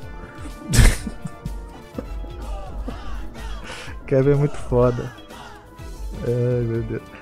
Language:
Portuguese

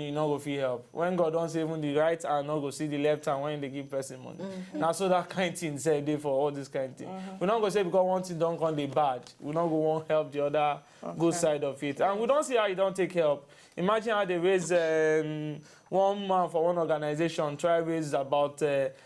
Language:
Nigerian Pidgin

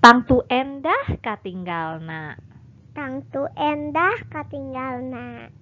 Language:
Sundanese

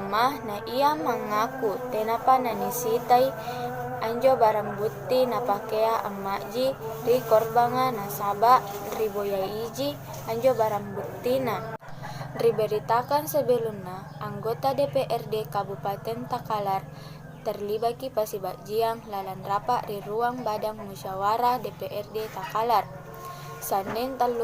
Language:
Makasar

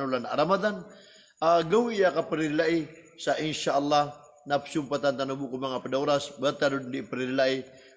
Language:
Maranao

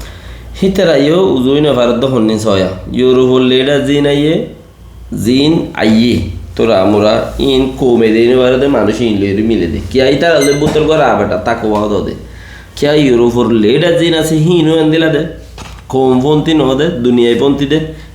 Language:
Rohingya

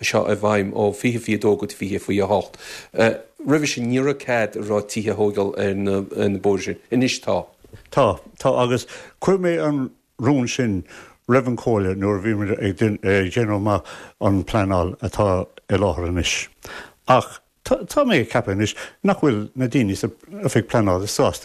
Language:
Irish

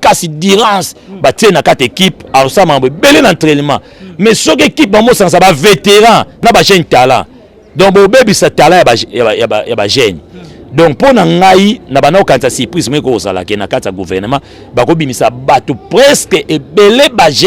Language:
Lingala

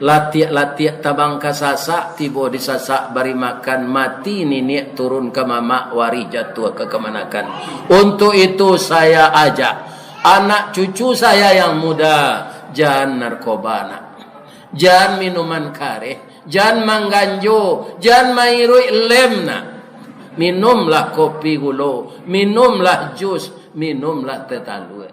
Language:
Minangkabau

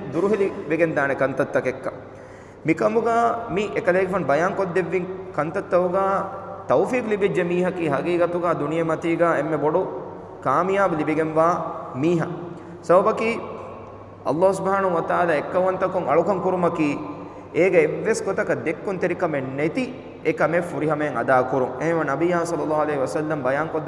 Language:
Divehi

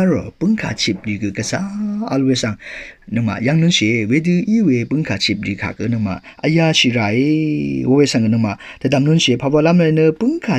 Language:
Rawang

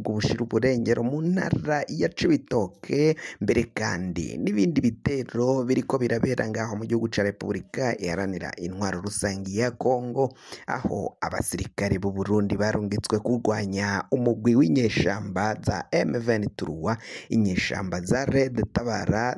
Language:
Rundi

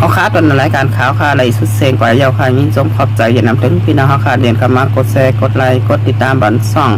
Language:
Shan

